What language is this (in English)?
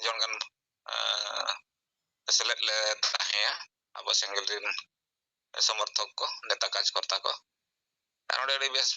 Santali